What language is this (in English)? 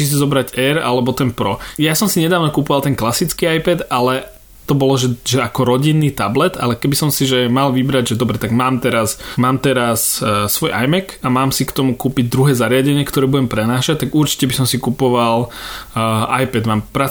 Slovak